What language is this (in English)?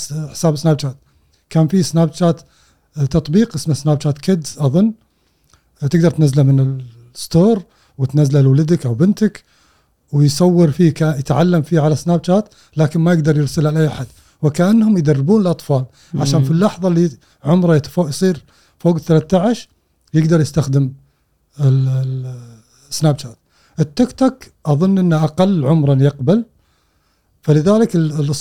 Gulf Arabic